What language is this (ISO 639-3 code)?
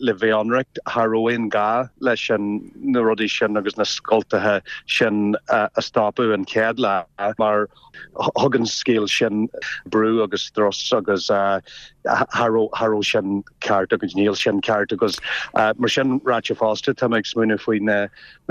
gle